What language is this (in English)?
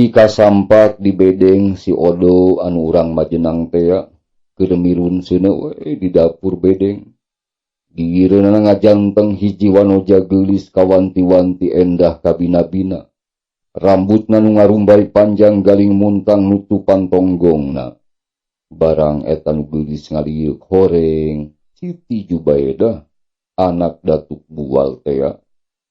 Sundanese